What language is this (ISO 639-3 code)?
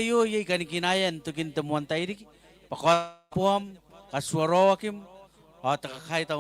gil